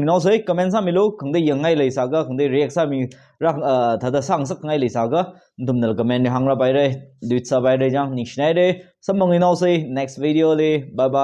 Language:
Tangkhul Naga (India)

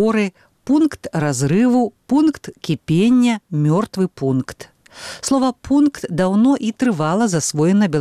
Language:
Belarusian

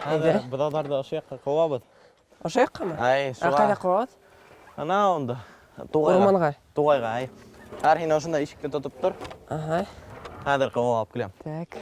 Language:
Bashkir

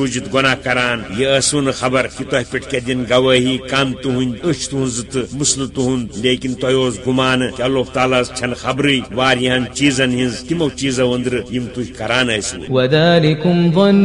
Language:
Kashmiri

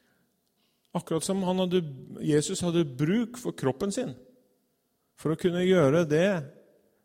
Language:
Norwegian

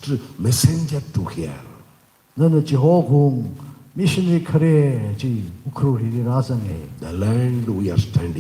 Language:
Tangkhul Naga (India)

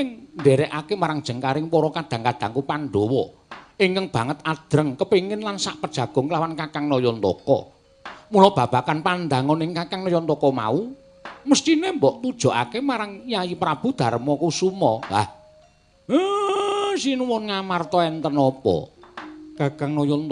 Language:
Javanese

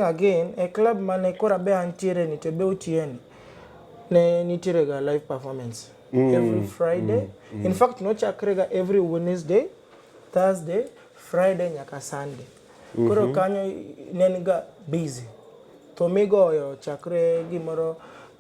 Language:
Luo (Kenya and Tanzania)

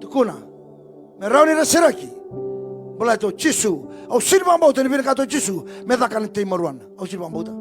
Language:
Fijian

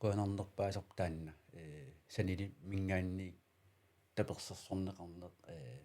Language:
Kalaallisut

